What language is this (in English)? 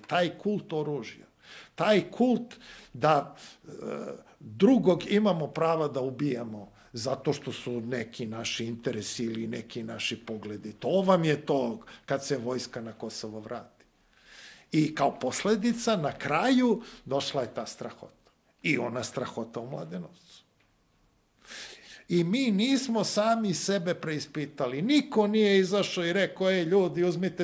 Serbian